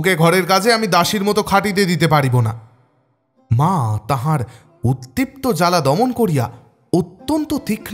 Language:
Bangla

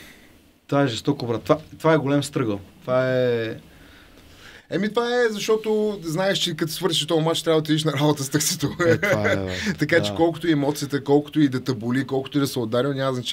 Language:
Bulgarian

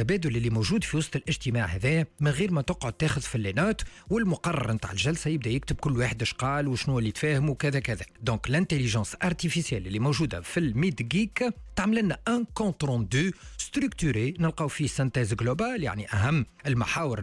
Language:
Tunisian Arabic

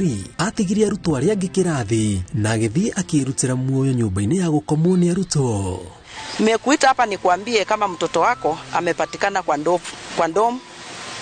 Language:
Kikuyu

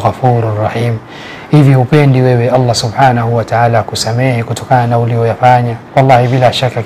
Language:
Swahili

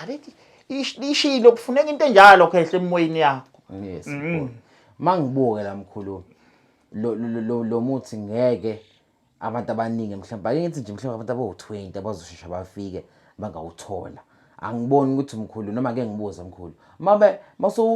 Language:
Zulu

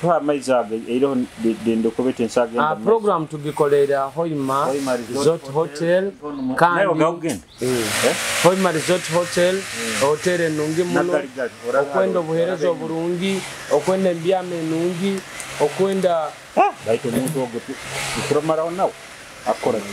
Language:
Nyoro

